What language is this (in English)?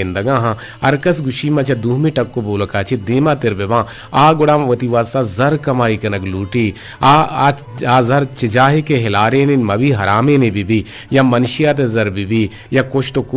Eastern Balochi